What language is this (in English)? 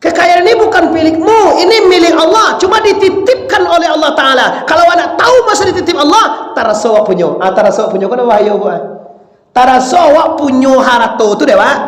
Minangkabau